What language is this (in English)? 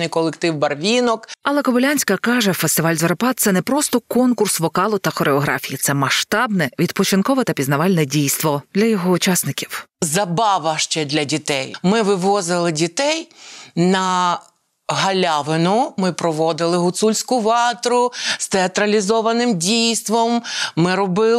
Ukrainian